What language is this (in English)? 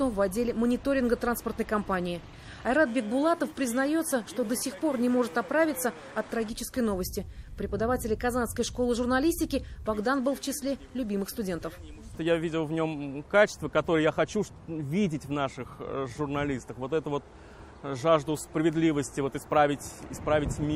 Russian